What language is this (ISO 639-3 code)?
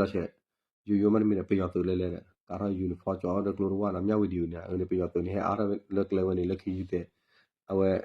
ksw